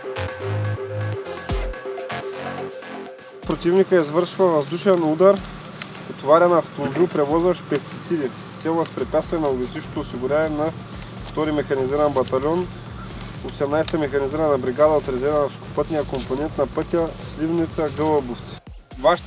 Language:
Bulgarian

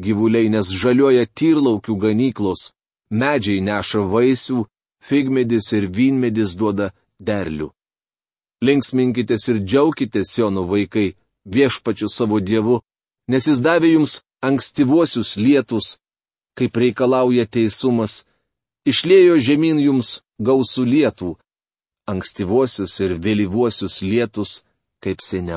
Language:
Lithuanian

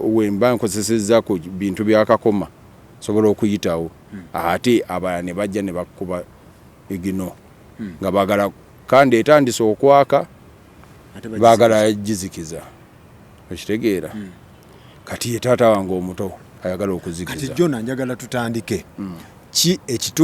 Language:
Ganda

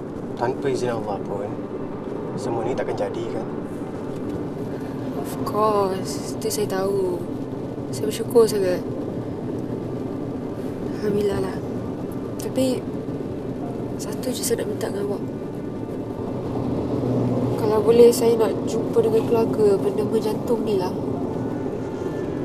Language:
Malay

